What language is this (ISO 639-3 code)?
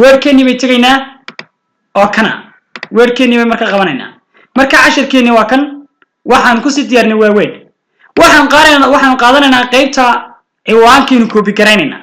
som